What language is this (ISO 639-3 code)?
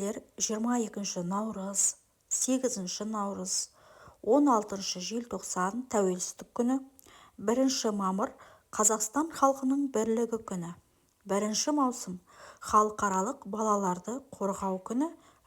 kaz